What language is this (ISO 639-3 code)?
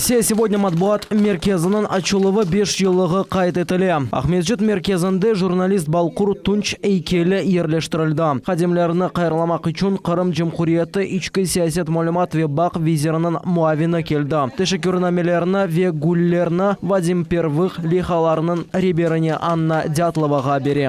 crh